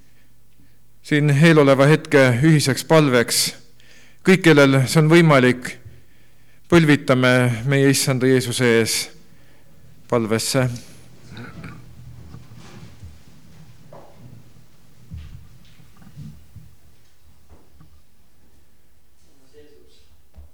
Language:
Estonian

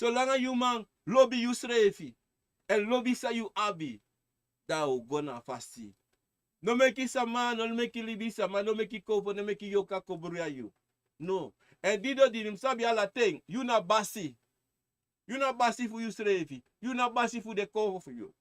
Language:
Sranan Tongo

